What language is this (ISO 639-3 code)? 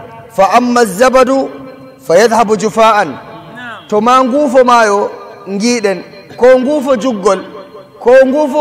fuv